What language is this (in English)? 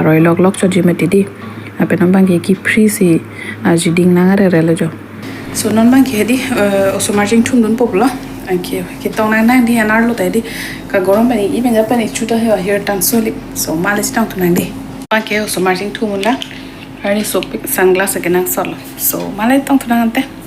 Karbi